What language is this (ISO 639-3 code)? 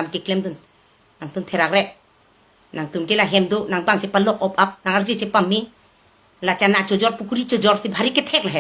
mjw